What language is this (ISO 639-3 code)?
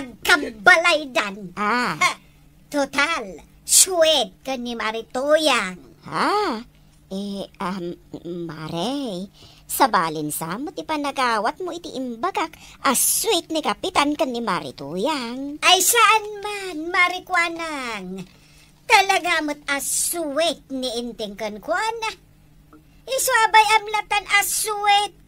ilo